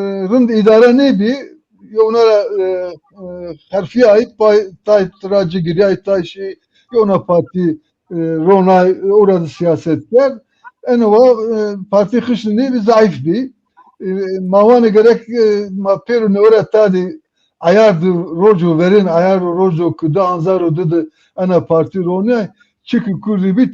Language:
Zaza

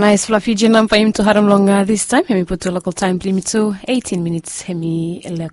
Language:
Bislama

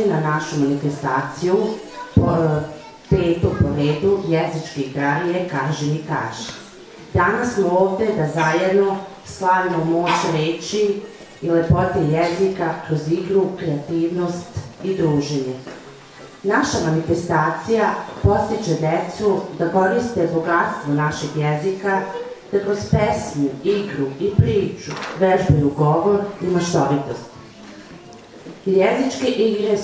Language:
Serbian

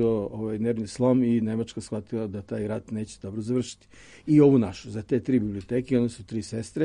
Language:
Serbian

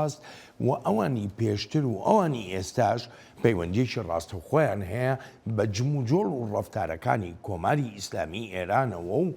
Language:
Central Kurdish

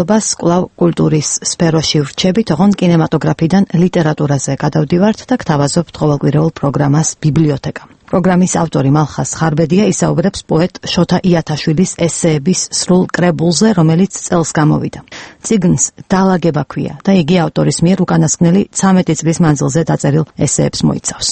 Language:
Georgian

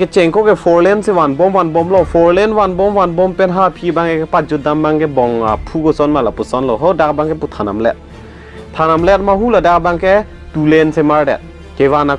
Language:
Karbi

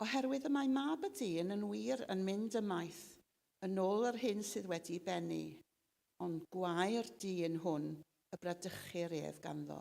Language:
Welsh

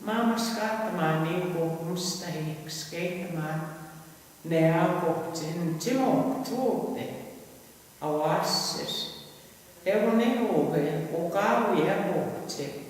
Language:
Plains Cree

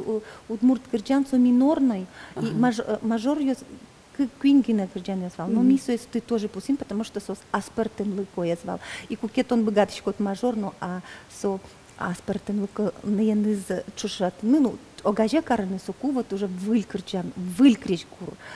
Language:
Udmurt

